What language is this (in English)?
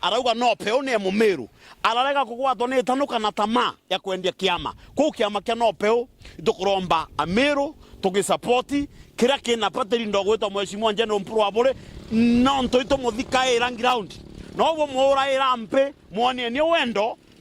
Meru